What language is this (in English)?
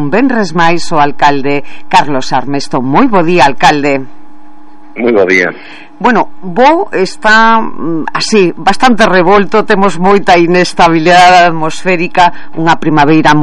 Galician